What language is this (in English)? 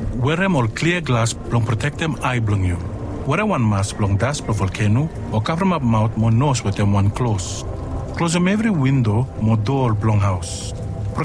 Bislama